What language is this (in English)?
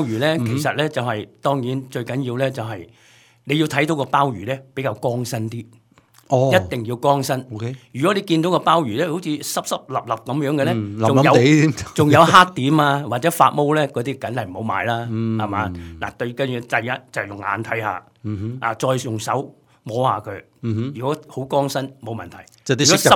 Cantonese